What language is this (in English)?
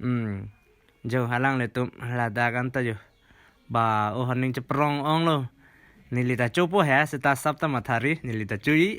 Karbi